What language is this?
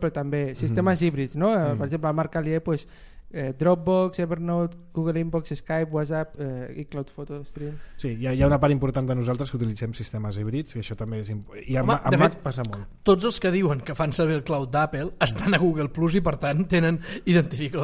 Catalan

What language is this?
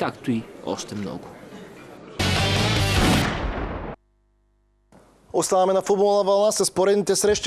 Bulgarian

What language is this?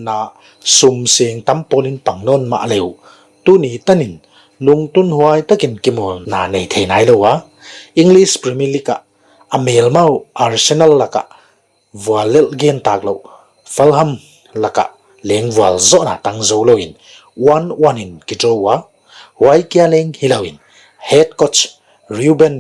Paite Chin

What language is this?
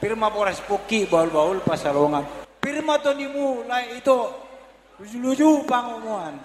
Batak Toba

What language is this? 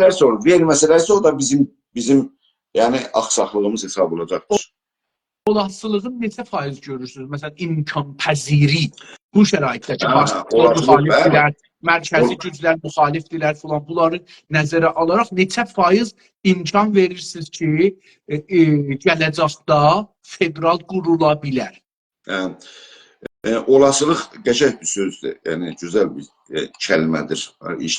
South Azerbaijani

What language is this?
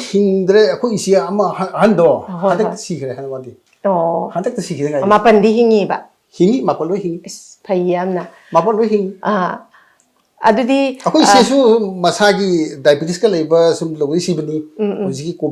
Manipuri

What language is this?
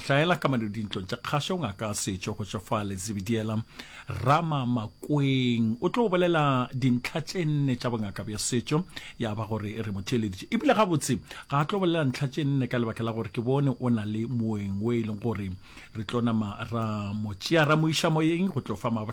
Northern Sotho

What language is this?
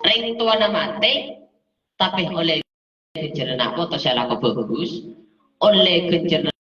Madurese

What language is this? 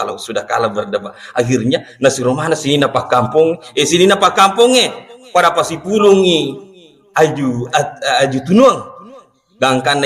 Buginese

